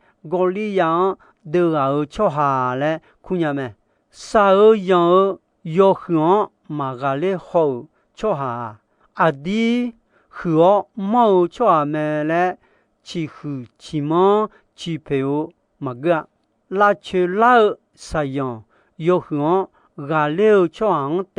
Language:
Akha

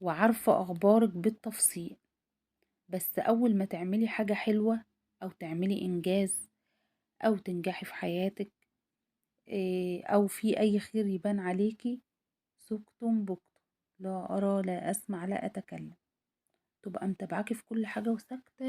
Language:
Egyptian Arabic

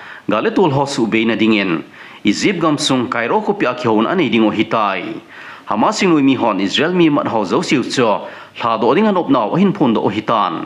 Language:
Thado Chin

